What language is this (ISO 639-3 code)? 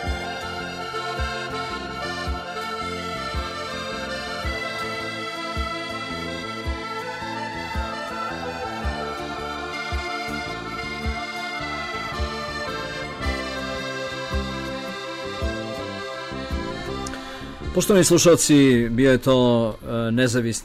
hrv